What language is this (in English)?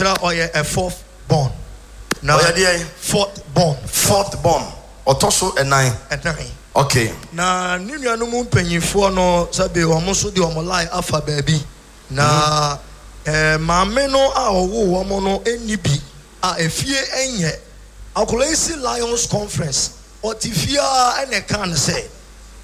Akan